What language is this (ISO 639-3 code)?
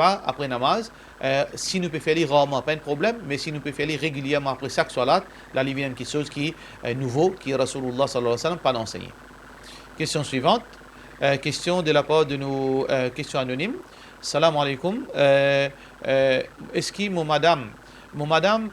mfe